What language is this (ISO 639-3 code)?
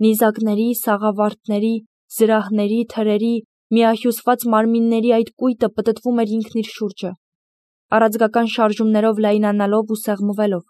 hye